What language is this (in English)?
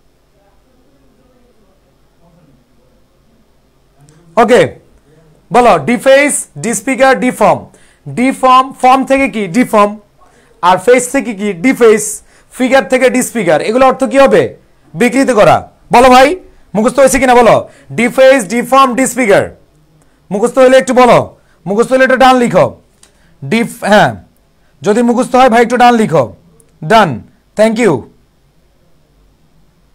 Bangla